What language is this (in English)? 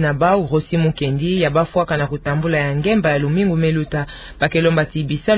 Kituba (Democratic Republic of Congo)